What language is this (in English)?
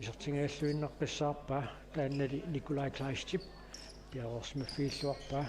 Kalaallisut